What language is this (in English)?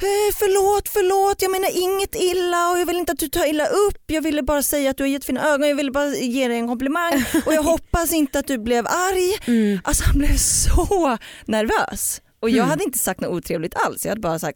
Swedish